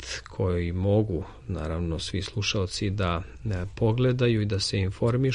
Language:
Serbian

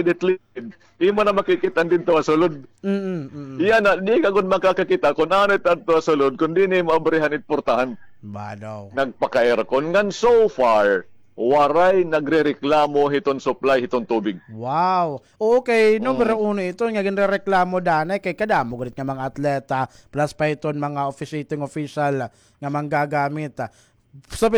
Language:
Waray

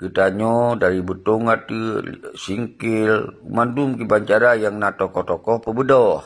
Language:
Achinese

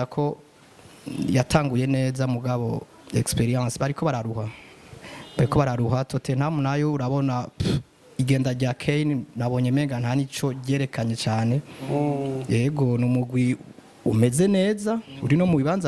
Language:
Rundi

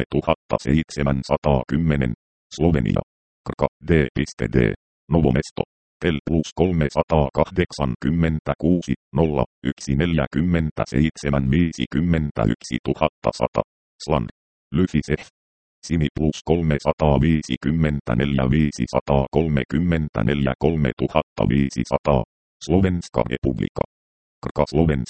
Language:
Finnish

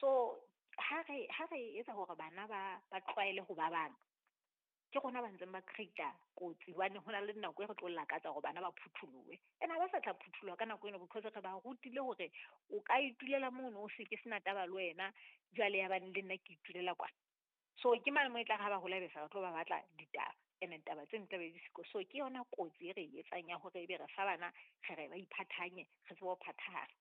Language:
Southern Sotho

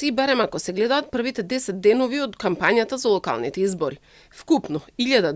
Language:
Macedonian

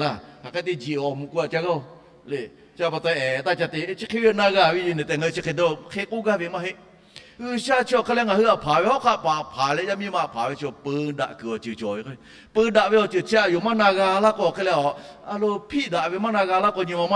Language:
Lahu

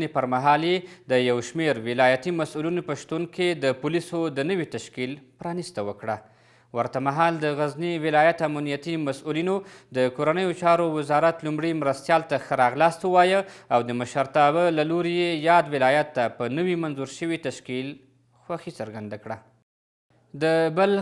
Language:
Pashto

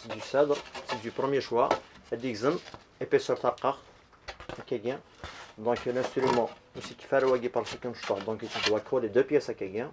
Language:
Kabyle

